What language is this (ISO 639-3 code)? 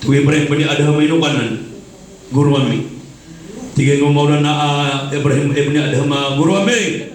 mrw